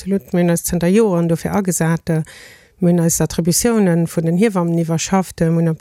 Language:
Luxembourgish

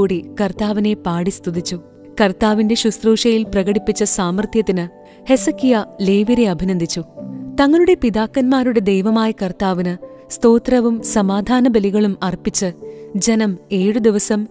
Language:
Malayalam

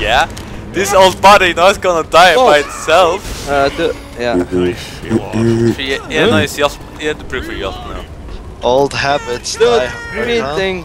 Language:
Faroese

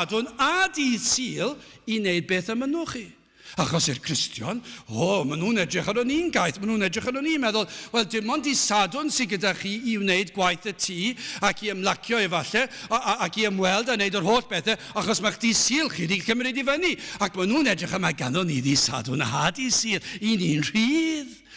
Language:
Welsh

